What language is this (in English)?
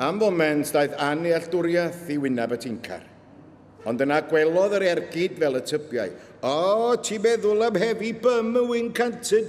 Welsh